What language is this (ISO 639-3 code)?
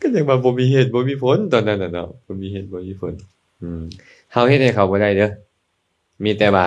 lao